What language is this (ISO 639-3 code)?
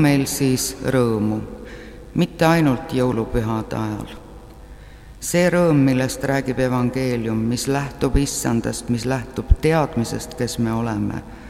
est